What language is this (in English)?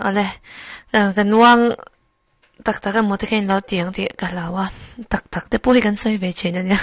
Mizo